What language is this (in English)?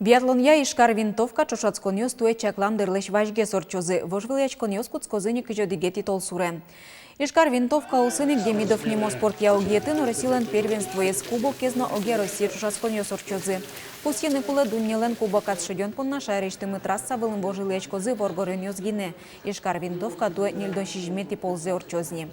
Udmurt